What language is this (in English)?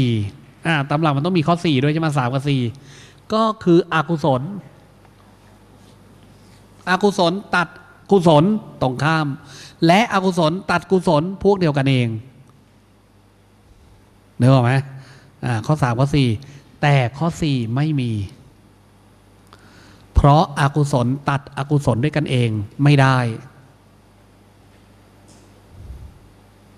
Thai